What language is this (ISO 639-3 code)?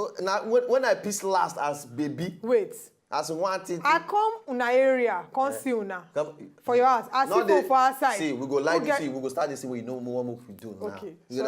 pcm